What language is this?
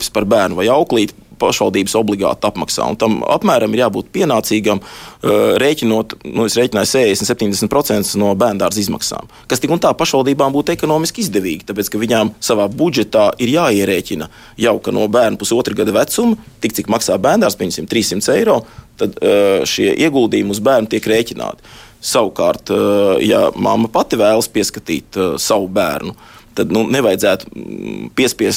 Latvian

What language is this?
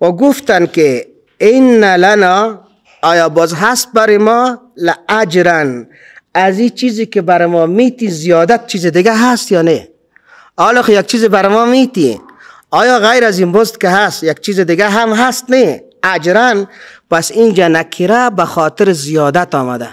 Persian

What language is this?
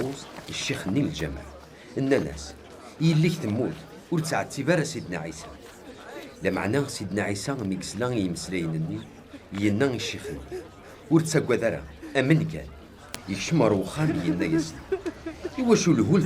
Kabyle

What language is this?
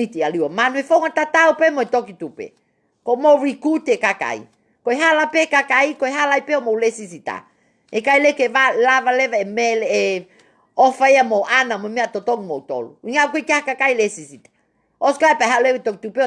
Tongan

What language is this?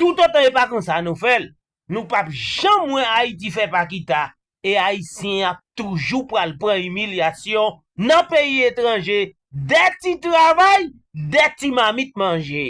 Haitian Creole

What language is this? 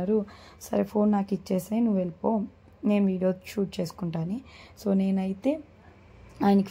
Telugu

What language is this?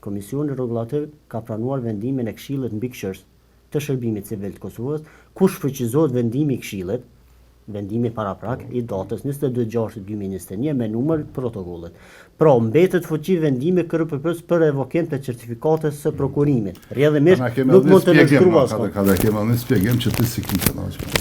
Albanian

